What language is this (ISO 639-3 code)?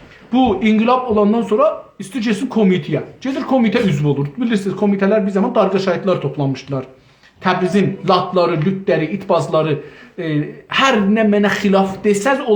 azb